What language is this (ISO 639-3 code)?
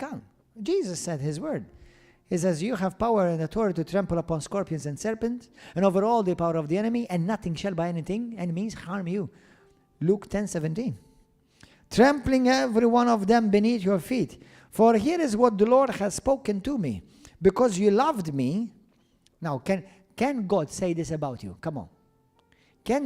eng